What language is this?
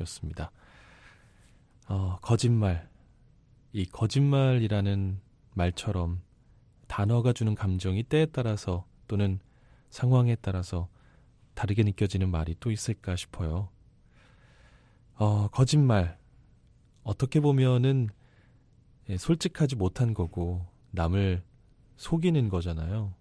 Korean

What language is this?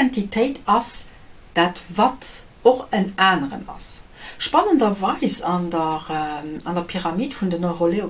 Luxembourgish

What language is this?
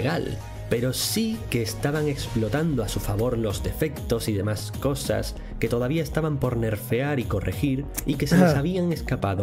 Spanish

